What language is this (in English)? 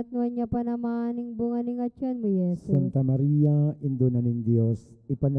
Pampanga